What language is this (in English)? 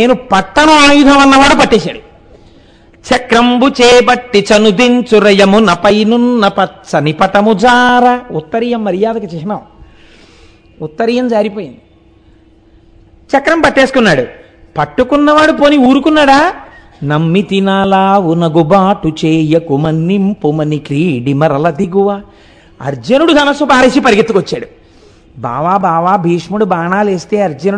Telugu